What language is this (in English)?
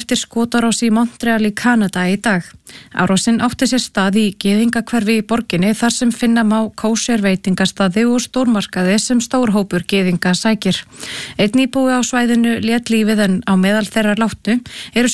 Icelandic